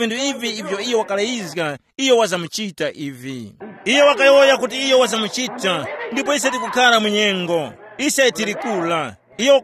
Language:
Tumbuka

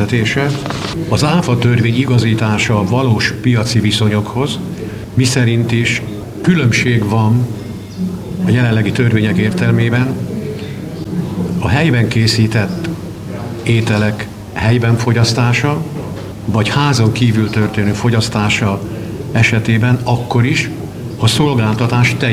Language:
Hungarian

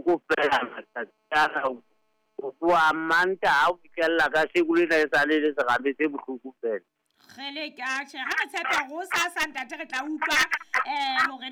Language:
Southern Sotho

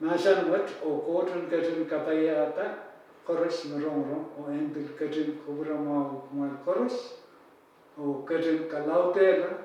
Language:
Pohnpeian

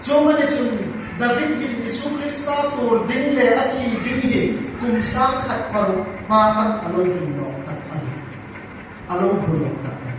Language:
Hmar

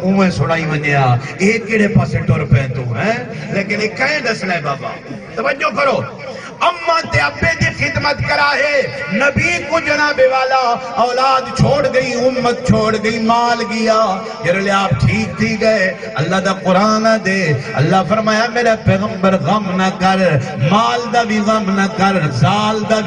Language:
Saraiki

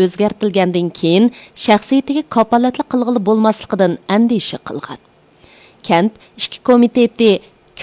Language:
Uyghur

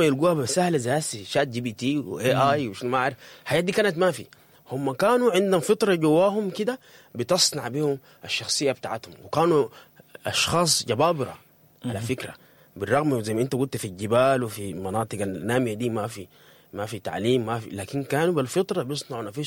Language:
Sudanese Arabic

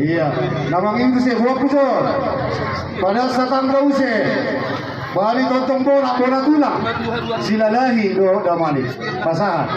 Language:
Batak Toba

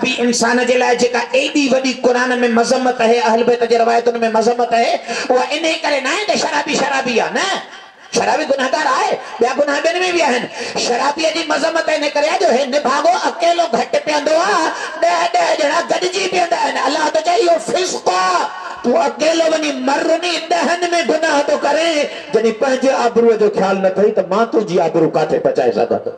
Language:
Sindhi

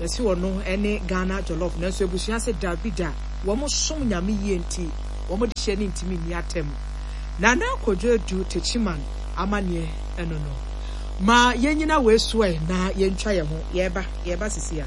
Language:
Akan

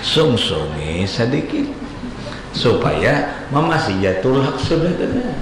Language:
Banjar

